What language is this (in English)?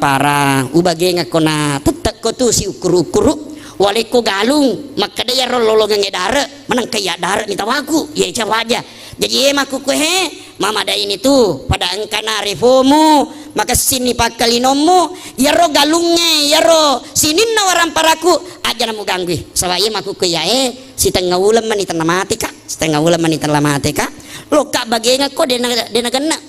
Buginese